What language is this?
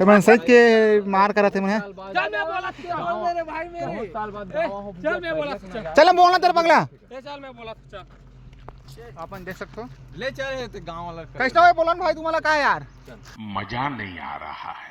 Chhattisgarhi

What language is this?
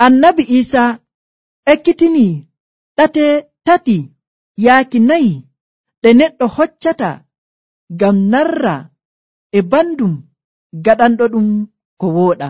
Nigerian Fulfulde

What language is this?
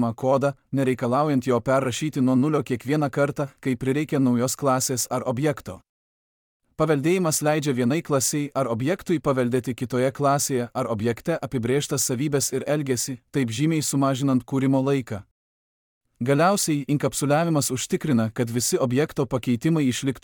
Lithuanian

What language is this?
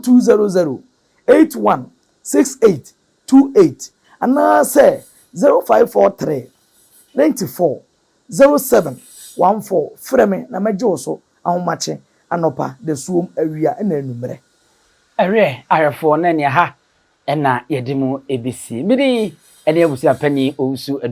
Akan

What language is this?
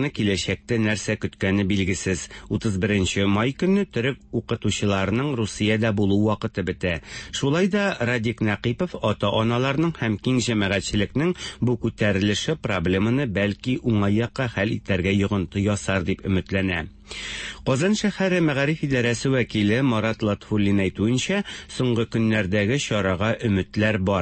Tatar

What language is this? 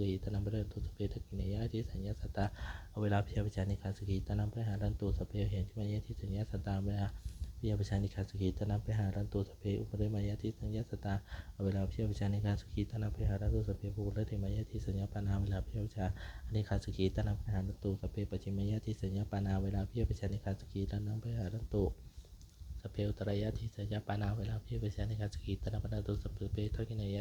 Pali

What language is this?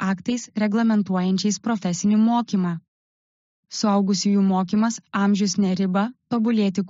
Lithuanian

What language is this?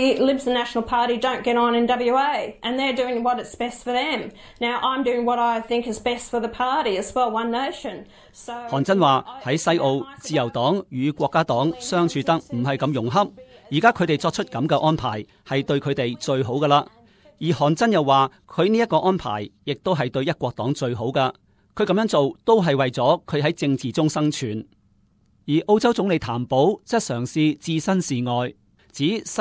Cantonese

